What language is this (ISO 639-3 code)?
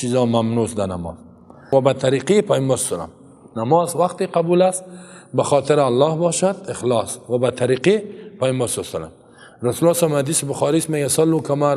fas